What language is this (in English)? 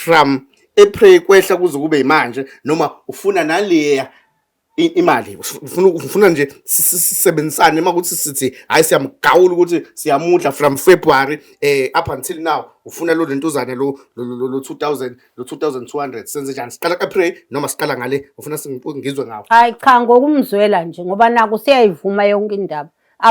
Zulu